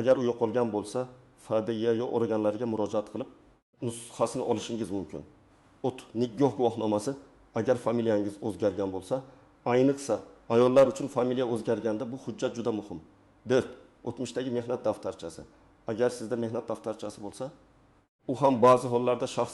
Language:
Uzbek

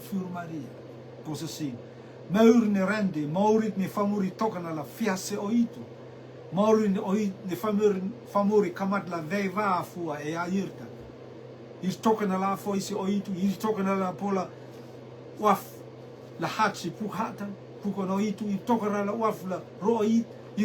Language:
Rotuman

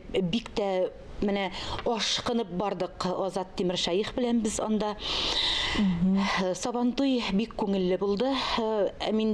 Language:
Tatar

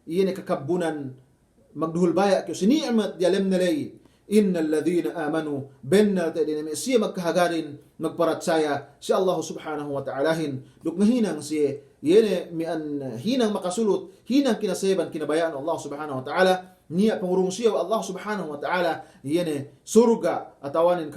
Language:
Yakan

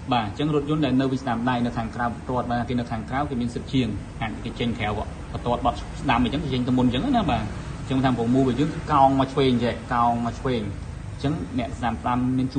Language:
Khmer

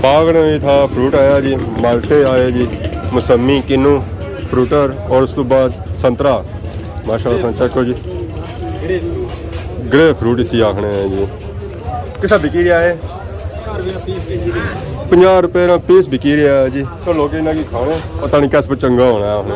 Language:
Pahari-Potwari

